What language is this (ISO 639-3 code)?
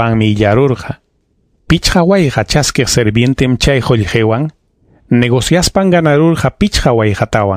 quy